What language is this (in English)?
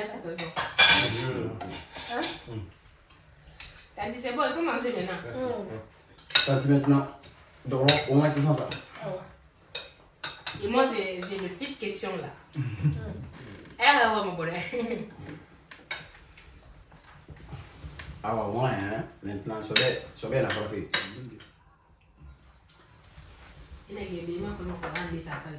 French